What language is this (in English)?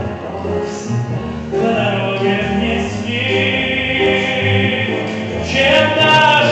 Russian